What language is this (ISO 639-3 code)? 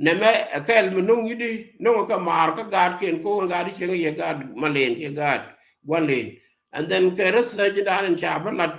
nus